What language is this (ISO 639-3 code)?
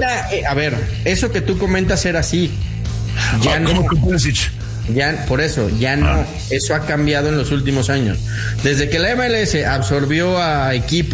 spa